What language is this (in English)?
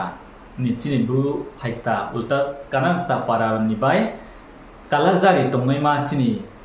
Riang (India)